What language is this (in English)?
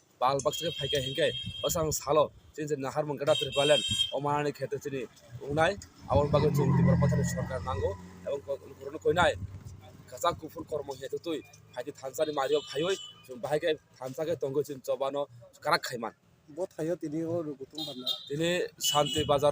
Kok Borok